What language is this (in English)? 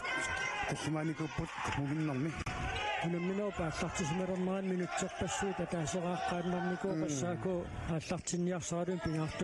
Kalaallisut